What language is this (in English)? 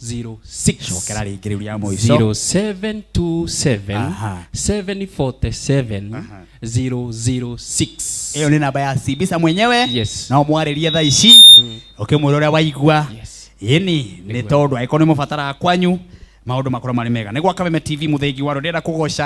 Kikuyu